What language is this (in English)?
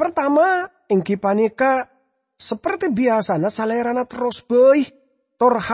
Madurese